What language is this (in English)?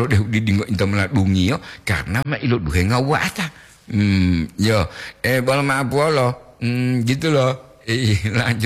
Gorontalo